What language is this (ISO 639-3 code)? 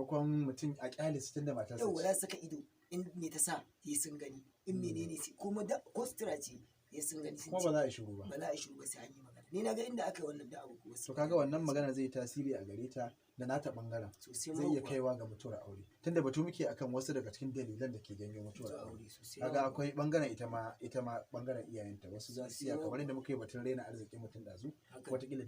hau